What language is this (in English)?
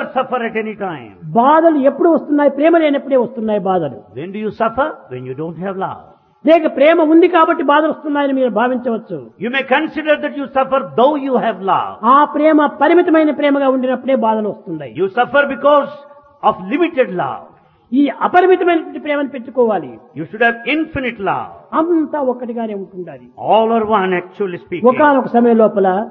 Telugu